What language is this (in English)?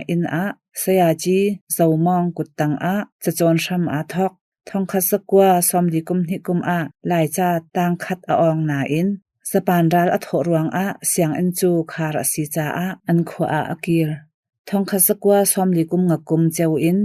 Hakha Chin